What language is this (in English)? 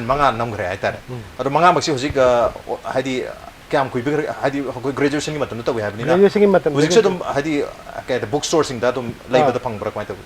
Manipuri